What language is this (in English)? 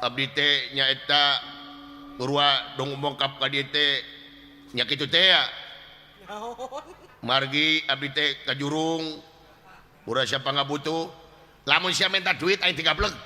Sundanese